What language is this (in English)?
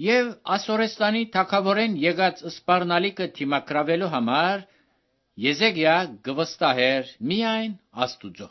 Armenian